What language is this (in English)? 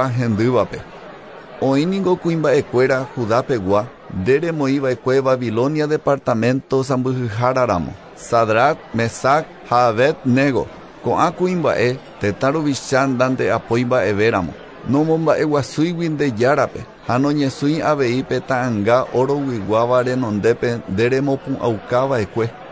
Guarani